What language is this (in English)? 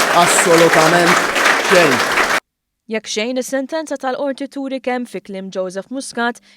Maltese